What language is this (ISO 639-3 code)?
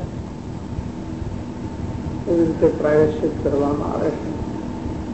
guj